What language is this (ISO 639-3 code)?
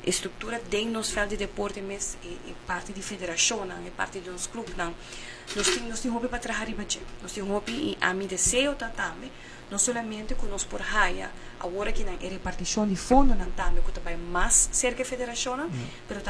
pap